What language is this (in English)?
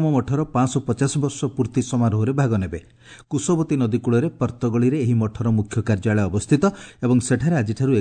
Odia